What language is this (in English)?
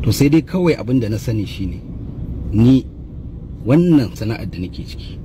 Hausa